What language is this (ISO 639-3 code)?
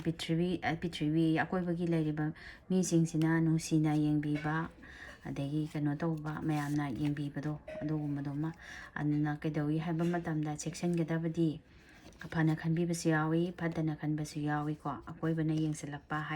mni